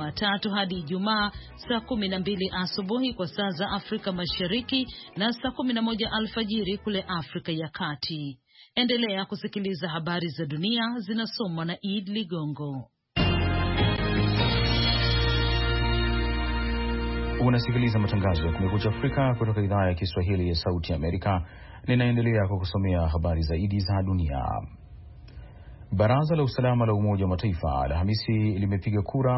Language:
Swahili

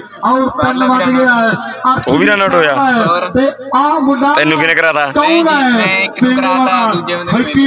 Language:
Punjabi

